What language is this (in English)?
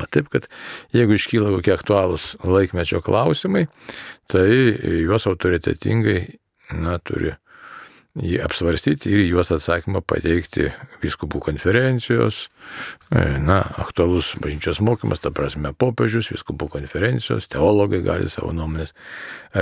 Lithuanian